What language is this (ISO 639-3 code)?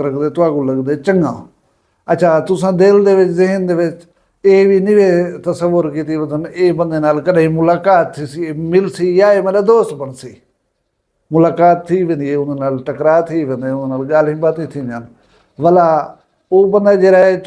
skr